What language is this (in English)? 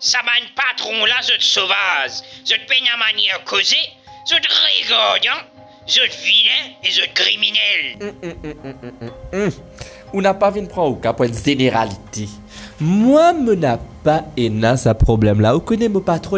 Morisyen